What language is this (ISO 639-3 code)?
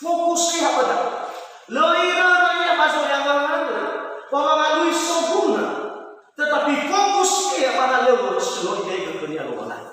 nia